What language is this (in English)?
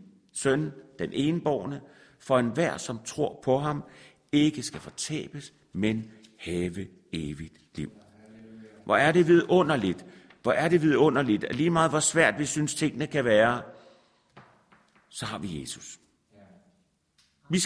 Danish